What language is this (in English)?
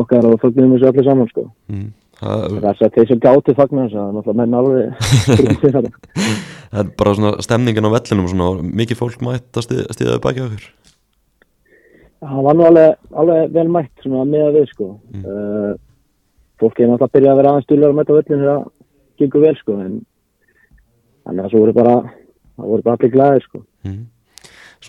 Icelandic